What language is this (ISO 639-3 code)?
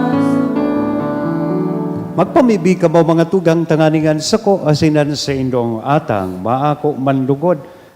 bik